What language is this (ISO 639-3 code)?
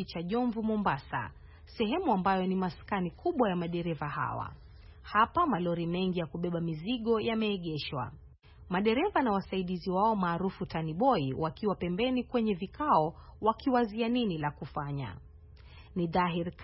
swa